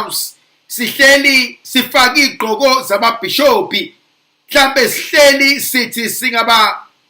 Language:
Zulu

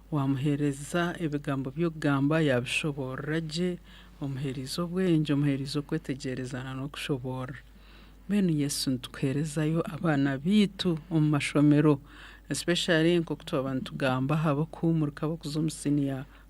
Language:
Nyankole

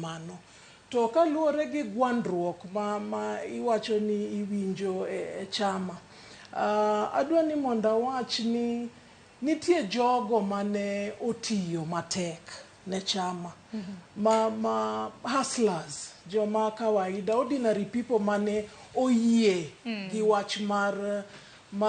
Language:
Luo (Kenya and Tanzania)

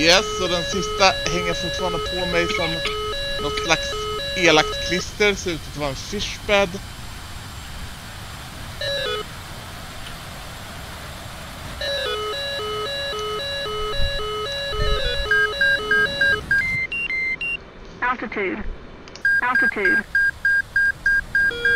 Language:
Swedish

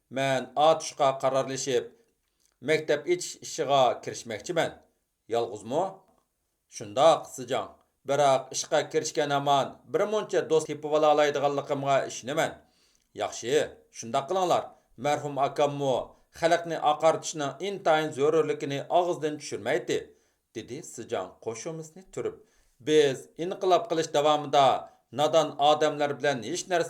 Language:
Uyghur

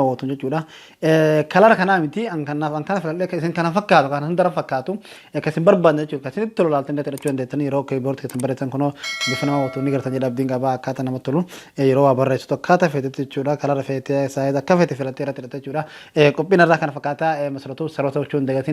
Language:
Oromo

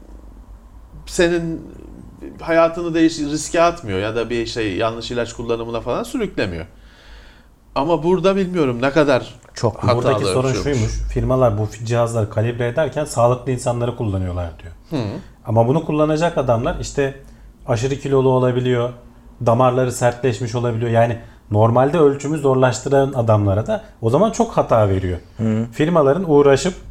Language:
Turkish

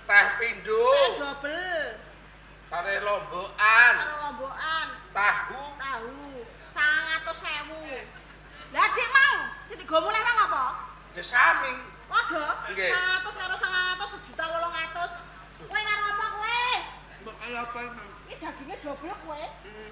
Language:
Javanese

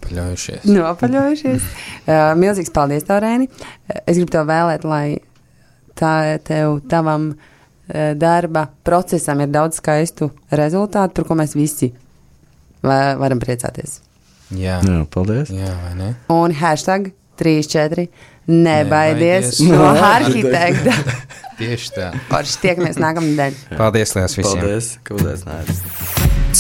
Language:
Latvian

